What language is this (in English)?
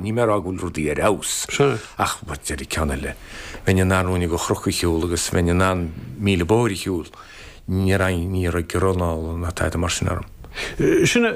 Irish